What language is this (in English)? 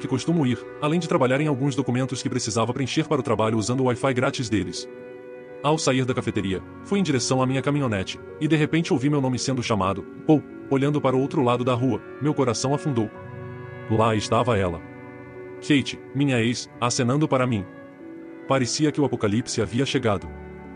Portuguese